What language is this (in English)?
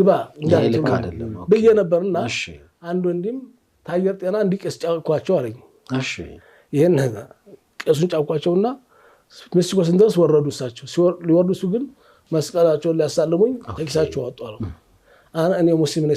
Amharic